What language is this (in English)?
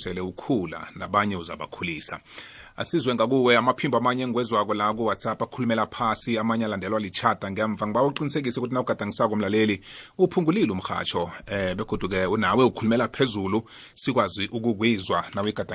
South Ndebele